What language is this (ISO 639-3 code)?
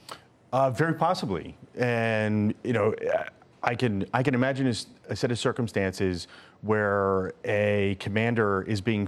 eng